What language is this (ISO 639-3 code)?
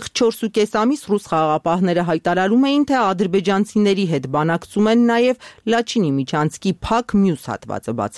hye